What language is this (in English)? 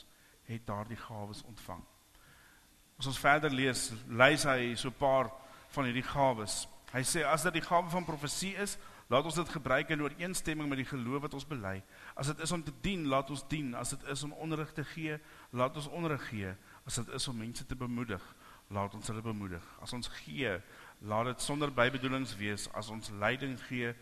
Afrikaans